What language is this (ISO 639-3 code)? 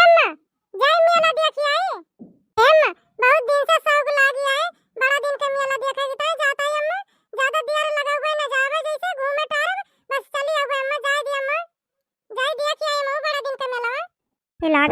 awa